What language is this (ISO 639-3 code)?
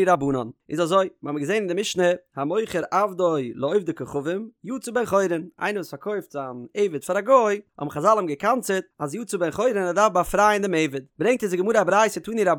yid